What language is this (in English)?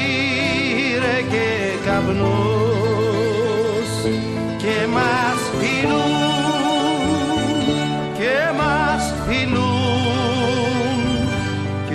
Greek